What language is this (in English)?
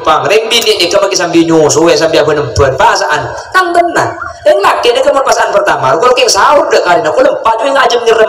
Madurese